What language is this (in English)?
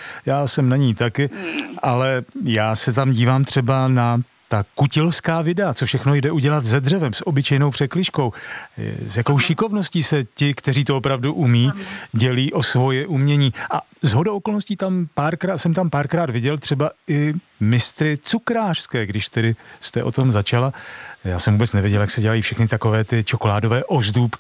Czech